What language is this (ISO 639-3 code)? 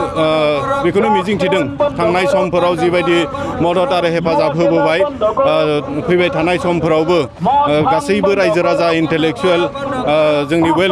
brx